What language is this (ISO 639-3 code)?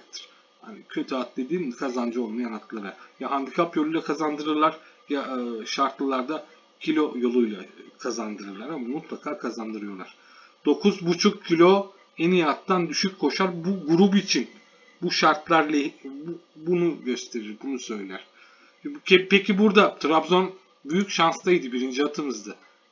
tur